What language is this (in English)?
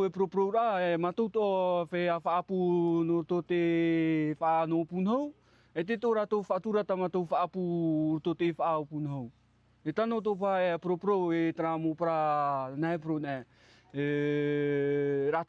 Tahitian